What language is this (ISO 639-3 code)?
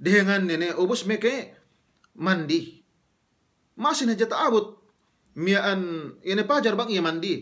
yka